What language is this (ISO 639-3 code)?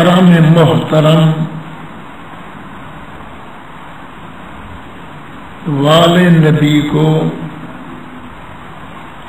urd